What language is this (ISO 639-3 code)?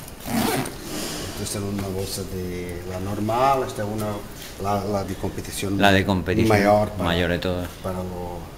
spa